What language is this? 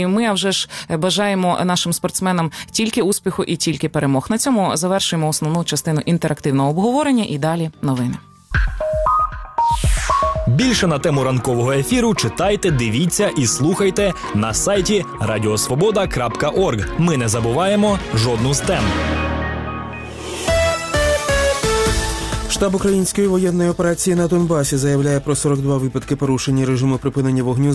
Ukrainian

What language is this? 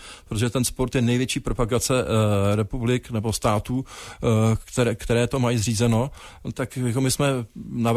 Czech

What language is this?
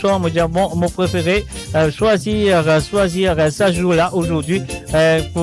Morisyen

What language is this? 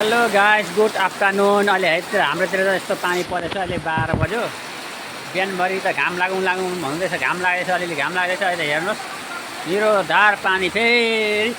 Nepali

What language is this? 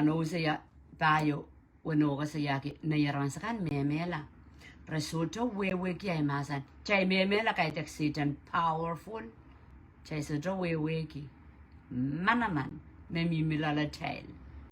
Pohnpeian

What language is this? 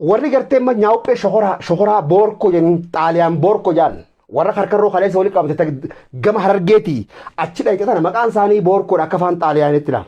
Oromo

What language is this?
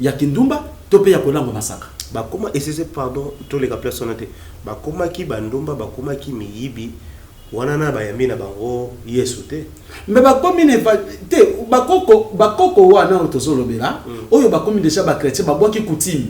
Lingala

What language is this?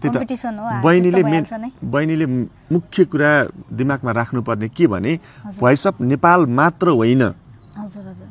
Nepali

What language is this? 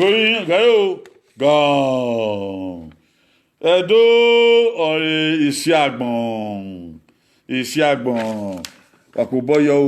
Bini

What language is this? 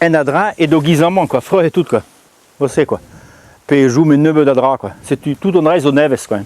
Breton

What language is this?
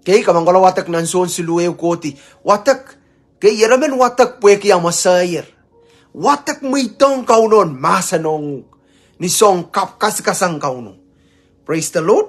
Pohnpeian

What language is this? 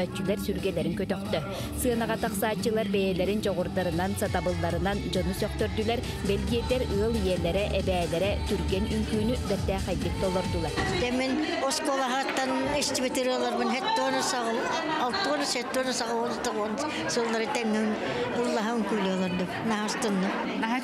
Yakut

